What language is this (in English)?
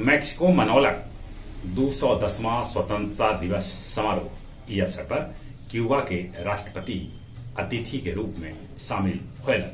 Magahi